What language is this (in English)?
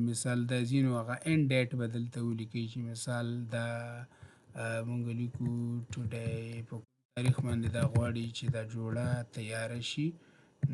Pashto